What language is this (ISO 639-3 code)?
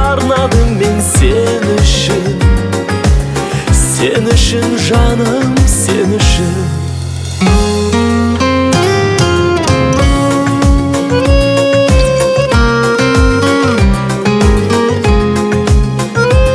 kaz